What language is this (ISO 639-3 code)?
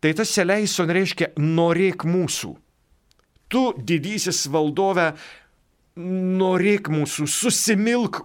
lit